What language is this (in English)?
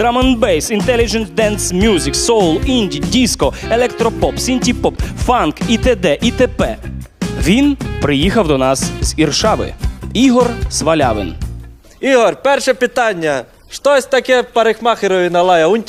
Rusyn